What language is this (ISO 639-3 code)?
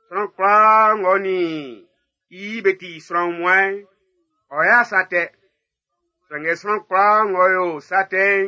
bci